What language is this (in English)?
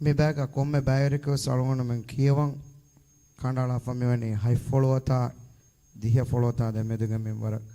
Divehi